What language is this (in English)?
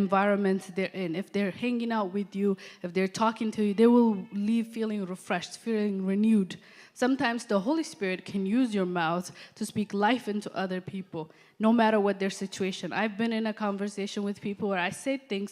English